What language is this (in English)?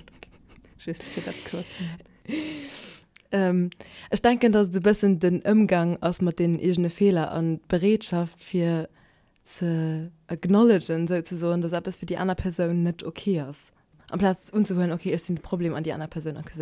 Luxembourgish